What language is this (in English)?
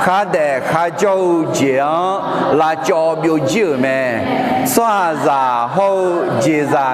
Akha